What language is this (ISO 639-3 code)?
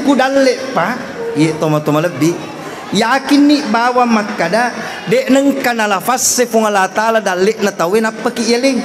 bug